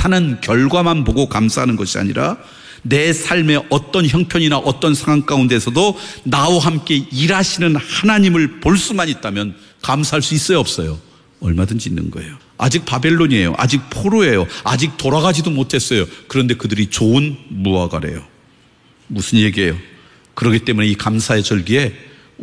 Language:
Korean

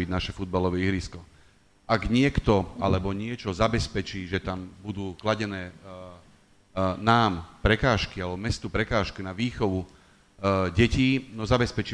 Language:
Slovak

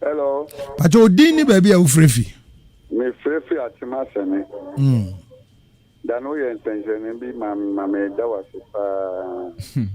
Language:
Akan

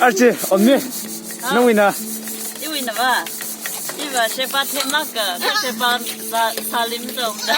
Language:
Tangkhul Naga (India)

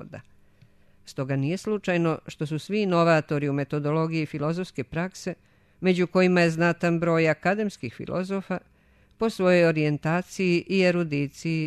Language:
Serbian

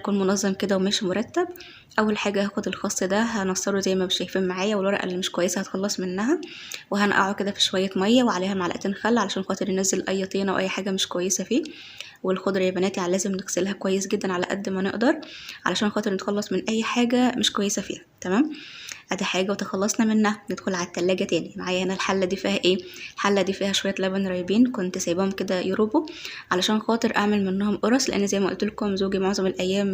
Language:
Egyptian Arabic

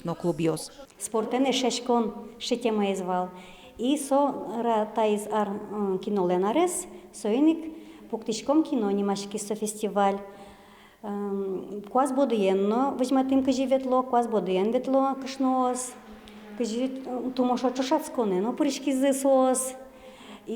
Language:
Udmurt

